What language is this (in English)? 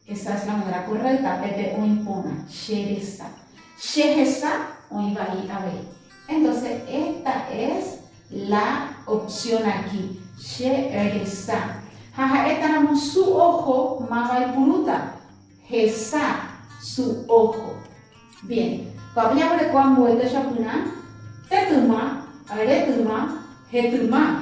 Guarani